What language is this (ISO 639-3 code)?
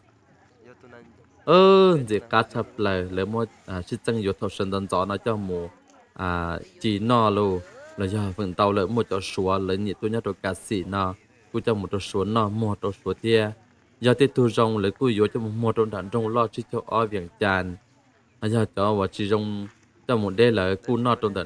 vie